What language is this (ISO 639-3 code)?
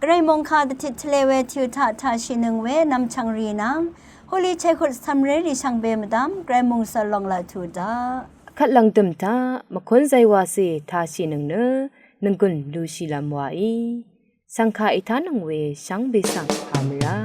raw